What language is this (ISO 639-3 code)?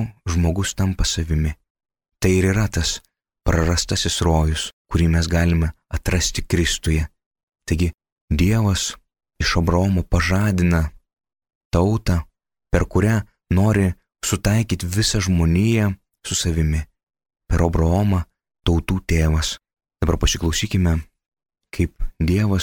lit